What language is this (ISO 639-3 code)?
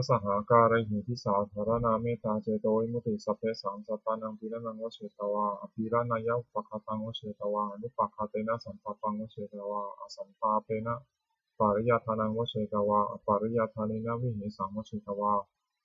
pli